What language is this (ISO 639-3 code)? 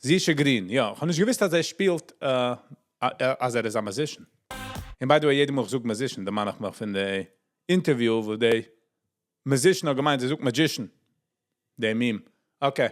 yid